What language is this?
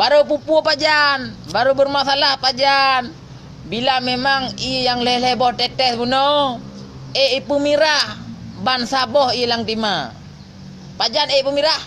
Achinese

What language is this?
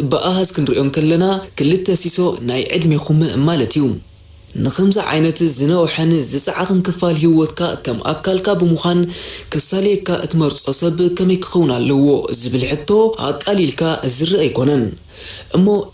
Tigrinya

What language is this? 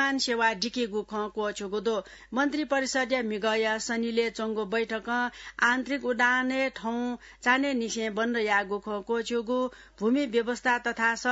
Newari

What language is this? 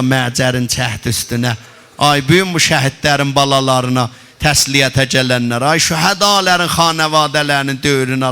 South Azerbaijani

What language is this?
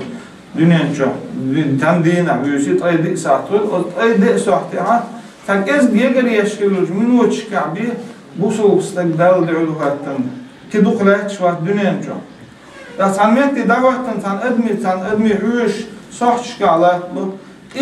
Chechen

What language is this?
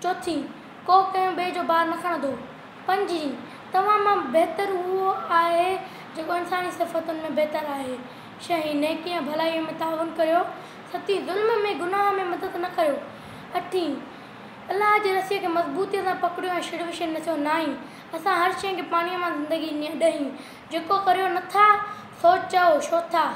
Sindhi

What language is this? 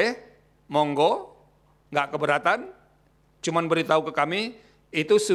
Indonesian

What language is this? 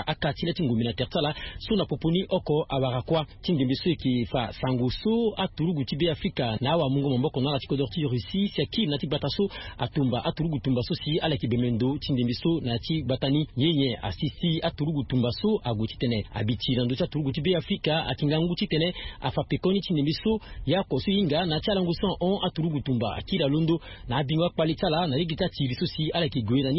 Sango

